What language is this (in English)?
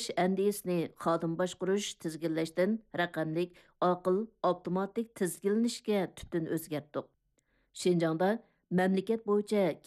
Uyghur